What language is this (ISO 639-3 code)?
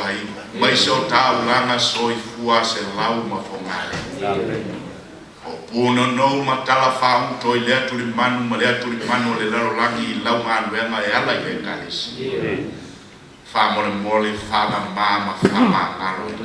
smo